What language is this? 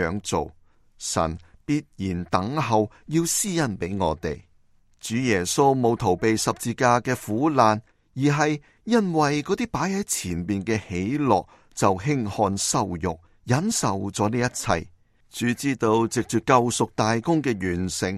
Cantonese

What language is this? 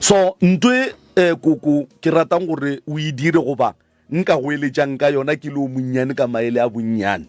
Northern Sotho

